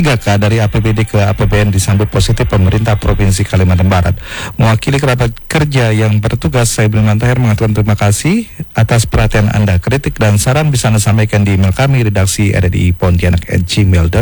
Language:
Indonesian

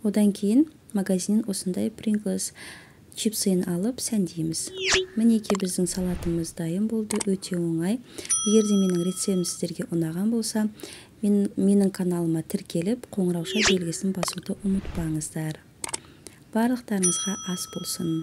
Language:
Kazakh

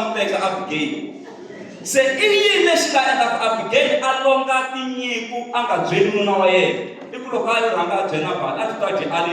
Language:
Tsonga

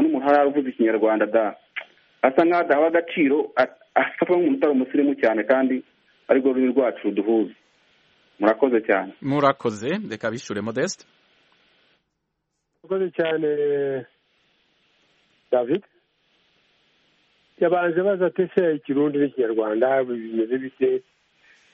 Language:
Kinyarwanda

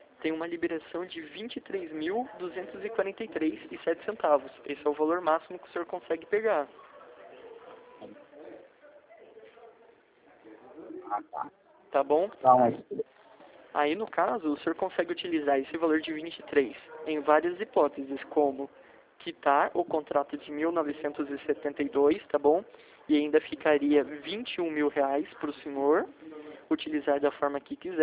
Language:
Portuguese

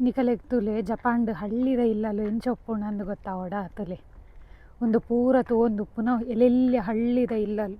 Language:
Tulu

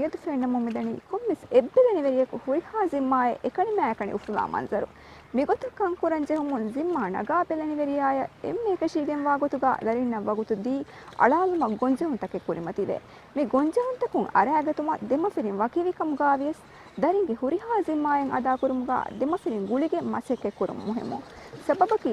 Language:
Divehi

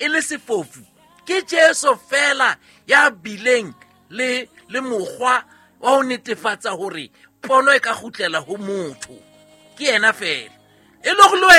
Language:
Southern Sotho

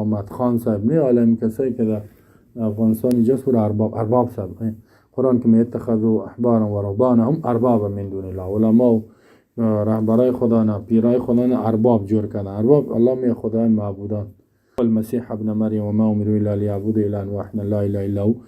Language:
Persian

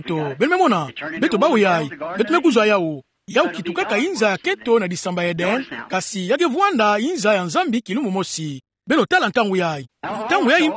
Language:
Kituba (Democratic Republic of Congo)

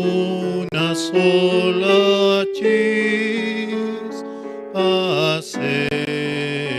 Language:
South Bolivian Quechua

